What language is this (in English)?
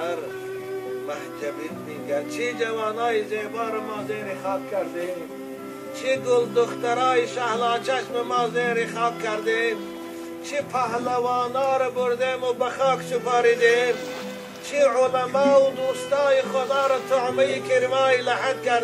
Tajik